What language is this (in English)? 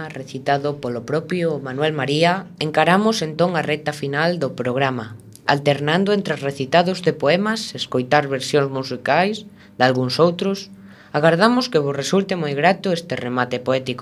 Galician